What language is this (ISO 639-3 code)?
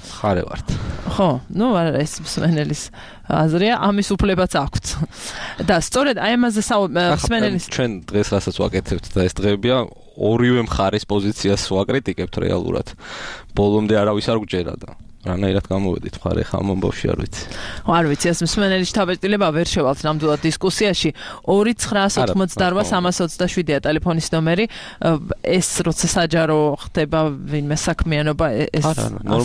kat